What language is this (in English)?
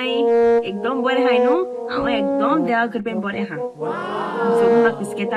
Konkani